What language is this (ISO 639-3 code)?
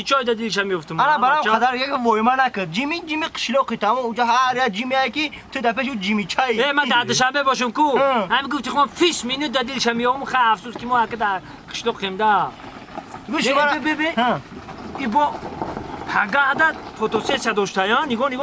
tgk